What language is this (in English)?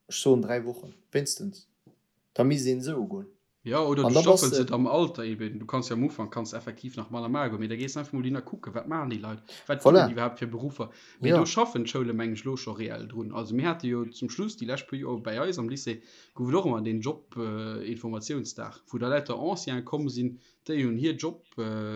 Luxembourgish